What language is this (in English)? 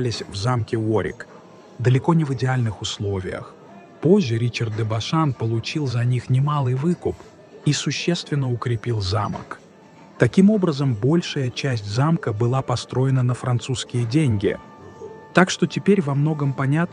Russian